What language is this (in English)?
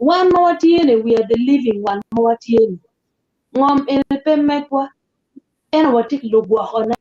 Acoli